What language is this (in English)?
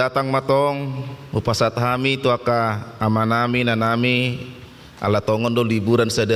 Batak Toba